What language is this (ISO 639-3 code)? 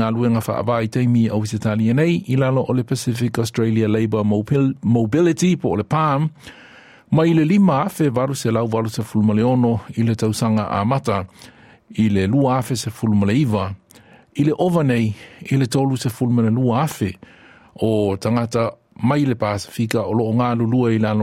smo